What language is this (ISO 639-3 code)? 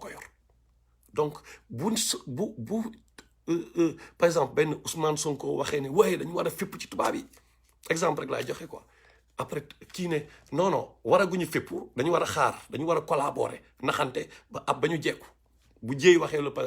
wol